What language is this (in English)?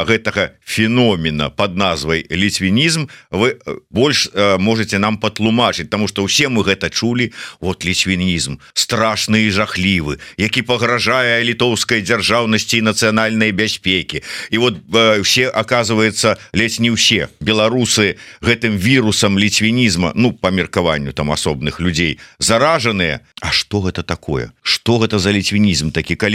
Belarusian